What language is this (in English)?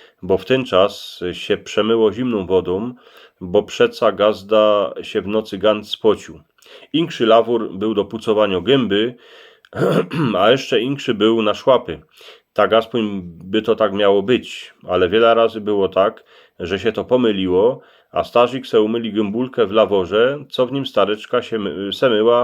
Silesian